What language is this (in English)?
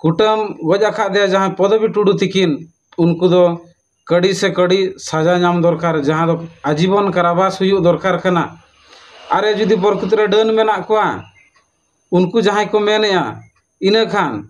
Santali